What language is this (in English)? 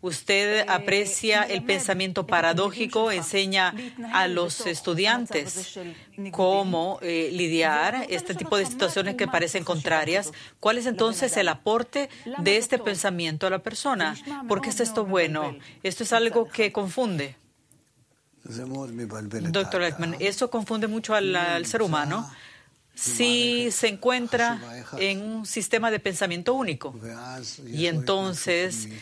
Spanish